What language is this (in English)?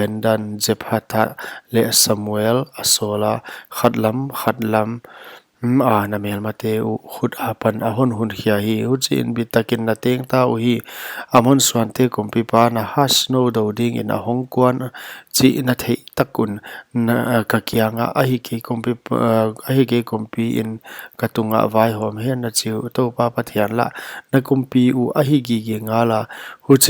Paite Chin